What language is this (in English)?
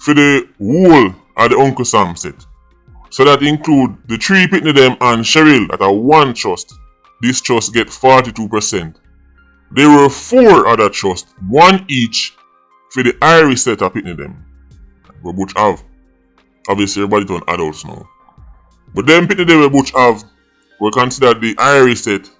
Jamaican Creole English